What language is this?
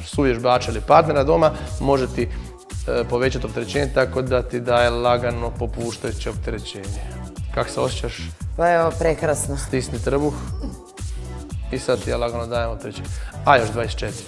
Croatian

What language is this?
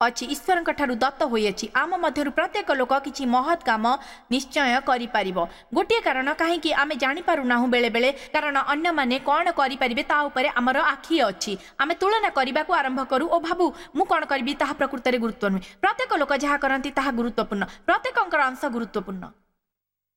Odia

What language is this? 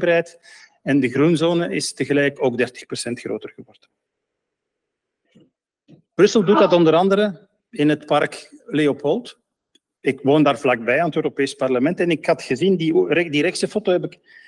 Dutch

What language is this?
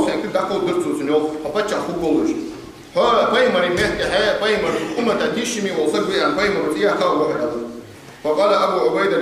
Ingush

